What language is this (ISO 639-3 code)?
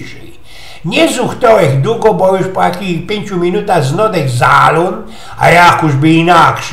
szl